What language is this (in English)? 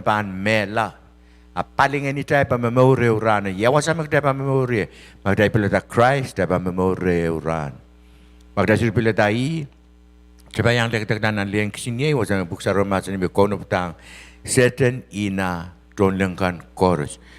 Pohnpeian